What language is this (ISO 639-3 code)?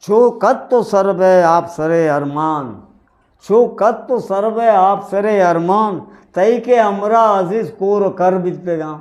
bgp